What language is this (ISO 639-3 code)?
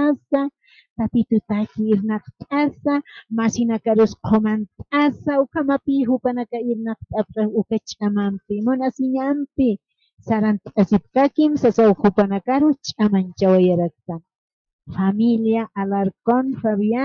aym